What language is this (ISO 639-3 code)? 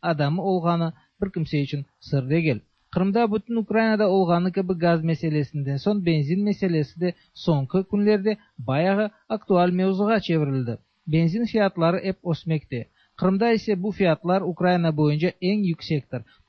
tat